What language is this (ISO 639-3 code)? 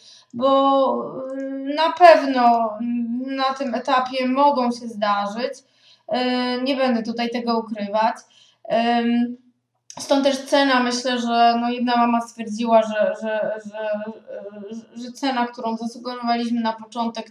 pol